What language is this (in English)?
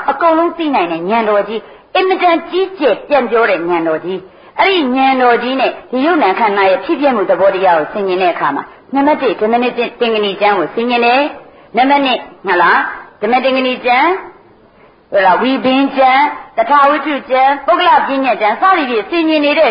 Burmese